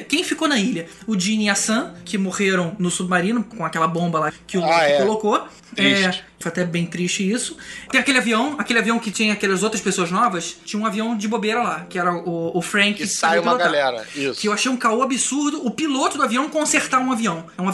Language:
Portuguese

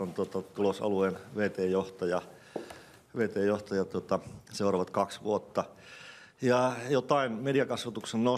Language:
Finnish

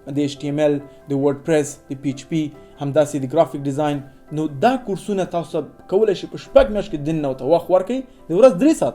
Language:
Pashto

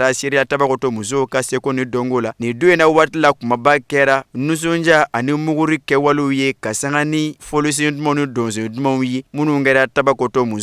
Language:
Bambara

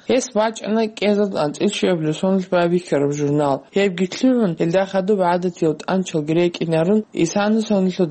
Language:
Avaric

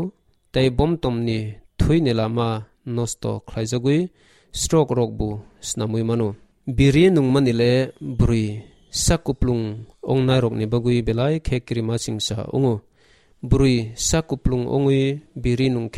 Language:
Kok Borok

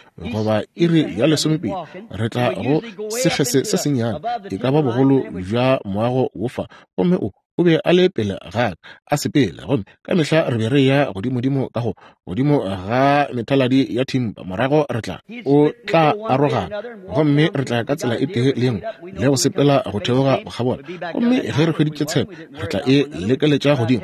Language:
Northern Sotho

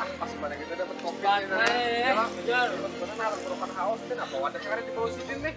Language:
Banjar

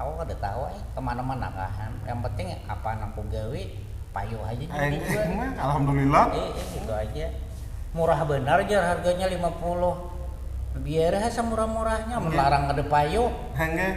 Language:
Banjar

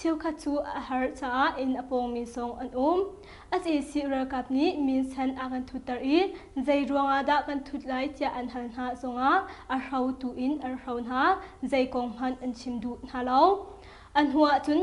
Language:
Hakha Chin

